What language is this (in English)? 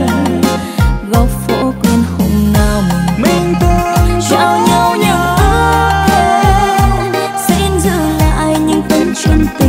Vietnamese